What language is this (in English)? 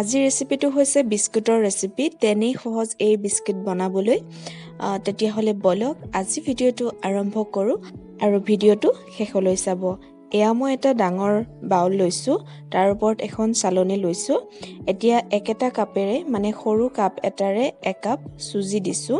Assamese